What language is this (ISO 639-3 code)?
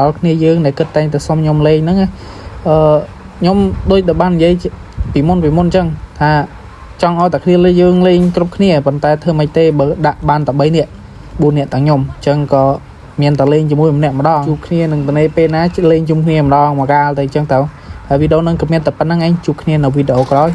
khm